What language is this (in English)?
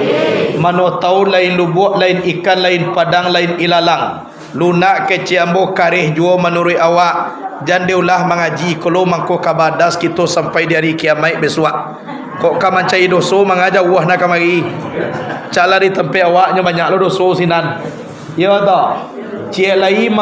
Minangkabau